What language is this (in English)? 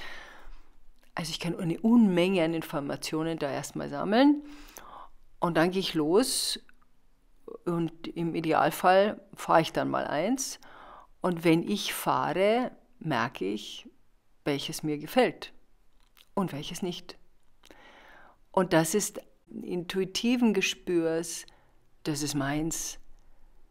German